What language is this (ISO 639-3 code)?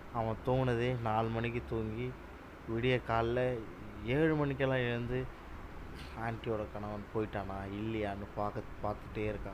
tam